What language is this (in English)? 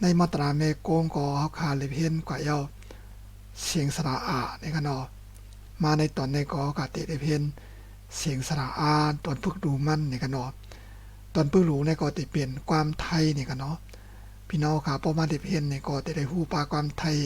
Shan